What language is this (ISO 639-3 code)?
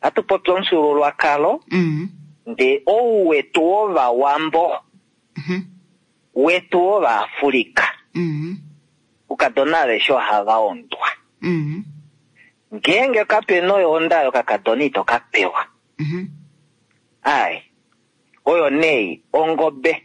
kua